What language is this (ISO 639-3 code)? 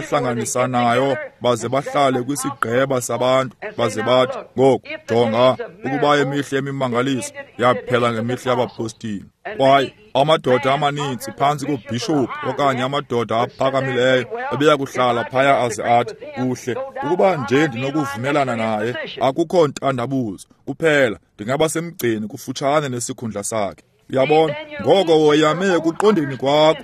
xho